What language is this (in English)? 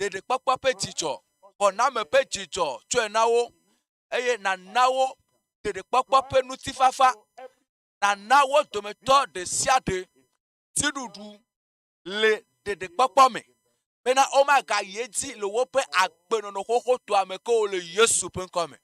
Ewe